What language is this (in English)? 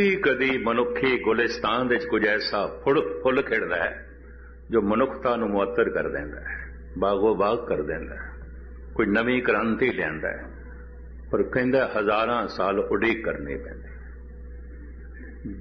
Punjabi